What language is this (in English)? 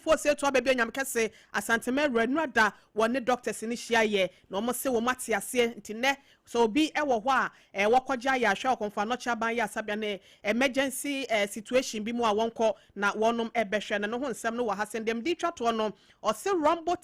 Akan